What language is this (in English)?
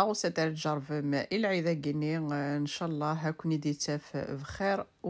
Kabyle